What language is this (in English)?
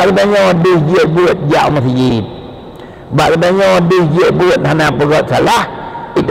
Achinese